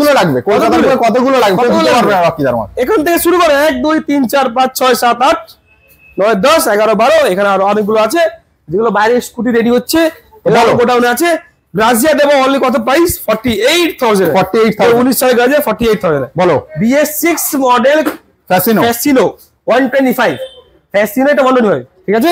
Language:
Bangla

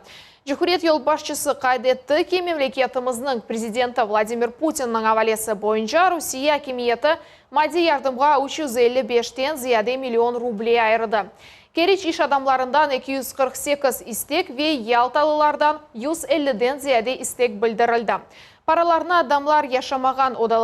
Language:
Crimean Tatar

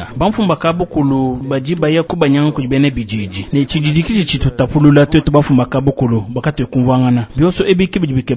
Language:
Luba-Lulua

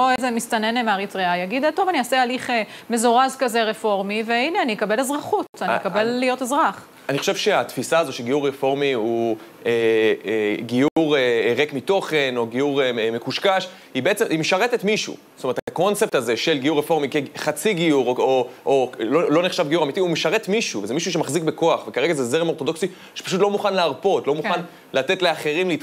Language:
Hebrew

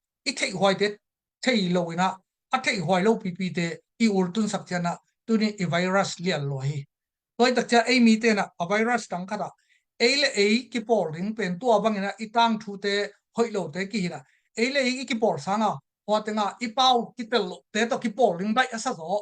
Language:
Tedim Chin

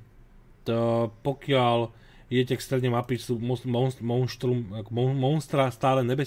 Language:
Slovak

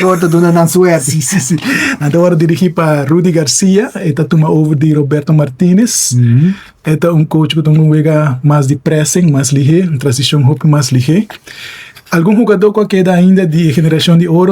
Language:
Papiamento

